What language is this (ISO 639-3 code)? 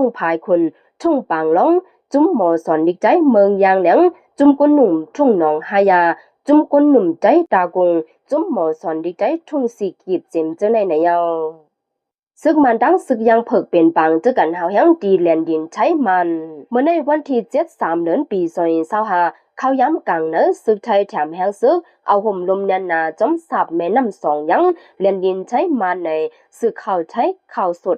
shn